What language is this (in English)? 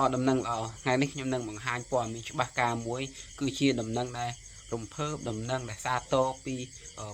Khmer